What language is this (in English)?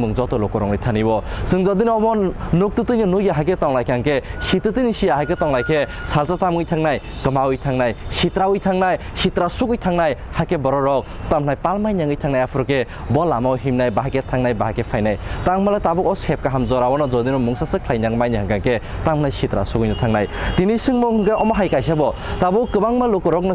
Kok Borok